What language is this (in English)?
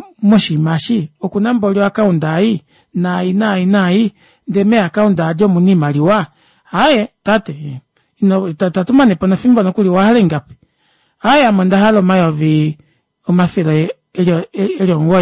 Kuanyama